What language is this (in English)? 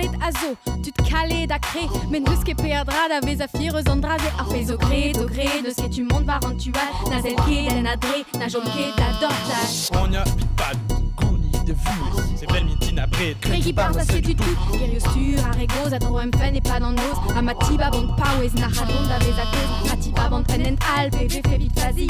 Breton